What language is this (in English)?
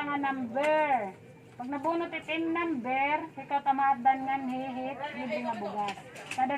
Waray